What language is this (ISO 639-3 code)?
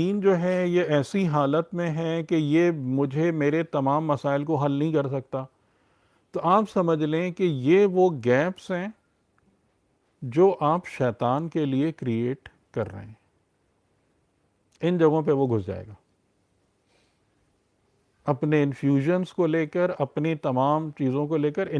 urd